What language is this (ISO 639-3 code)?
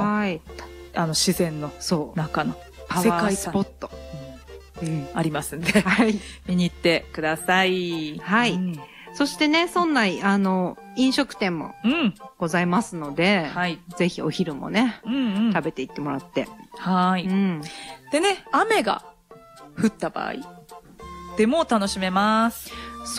jpn